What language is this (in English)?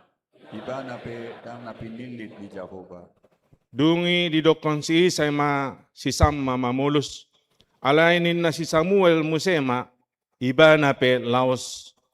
Batak Toba